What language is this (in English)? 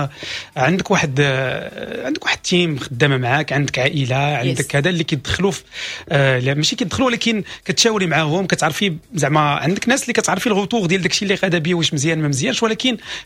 Moroccan Arabic